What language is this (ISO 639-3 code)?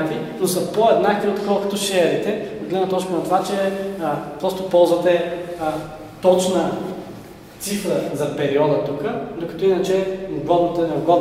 bul